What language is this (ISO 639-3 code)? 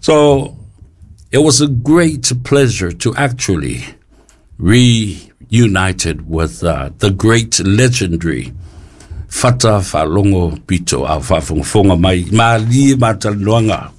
smo